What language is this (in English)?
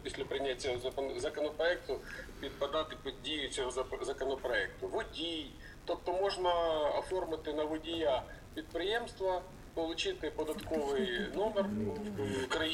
Ukrainian